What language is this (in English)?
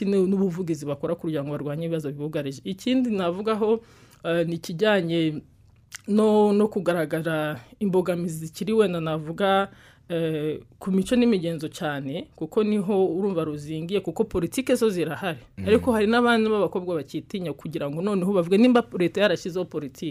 Kinyarwanda